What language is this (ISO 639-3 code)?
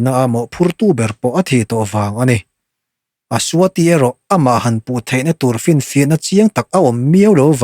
lus